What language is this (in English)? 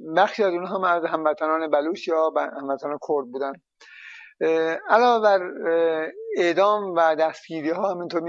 Persian